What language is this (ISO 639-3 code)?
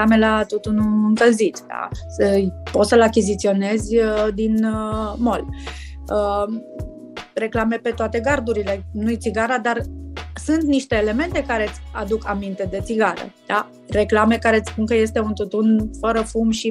ron